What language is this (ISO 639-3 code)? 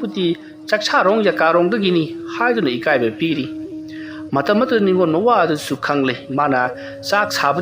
mni